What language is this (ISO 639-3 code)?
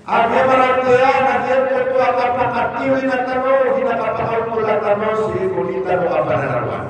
mrw